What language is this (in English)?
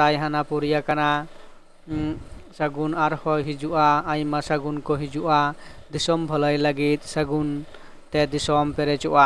Santali